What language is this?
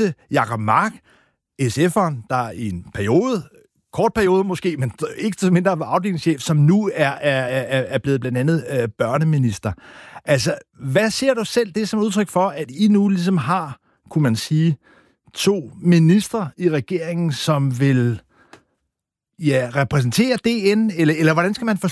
Danish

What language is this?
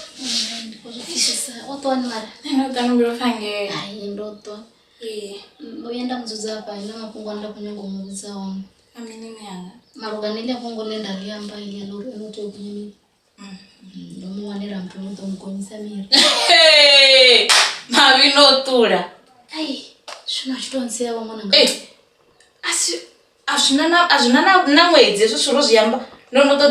Venda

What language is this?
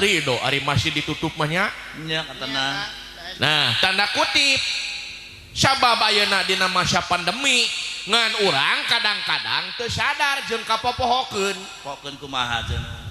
Sundanese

